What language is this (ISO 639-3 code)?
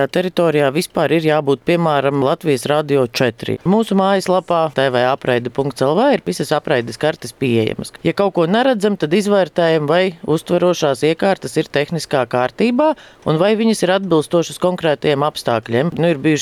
lav